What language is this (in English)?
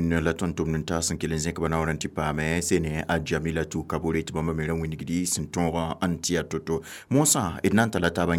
Mossi